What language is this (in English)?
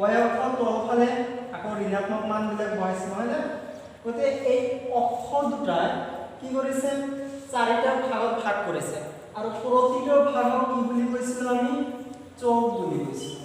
Assamese